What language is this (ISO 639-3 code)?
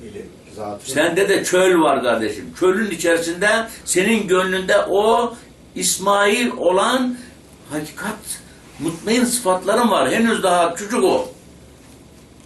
tur